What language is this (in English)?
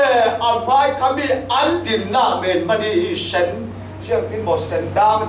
Falam Chin